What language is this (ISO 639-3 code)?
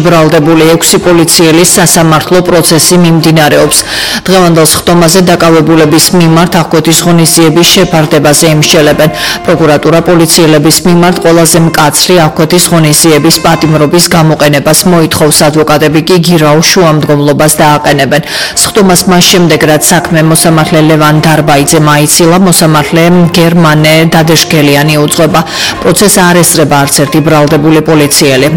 kat